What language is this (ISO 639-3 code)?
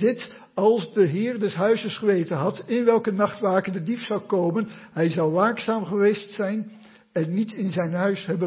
nld